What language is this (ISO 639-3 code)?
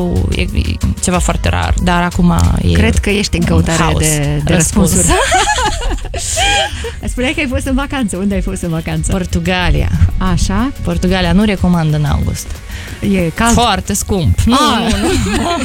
ron